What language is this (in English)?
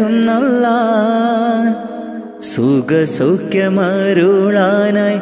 Malayalam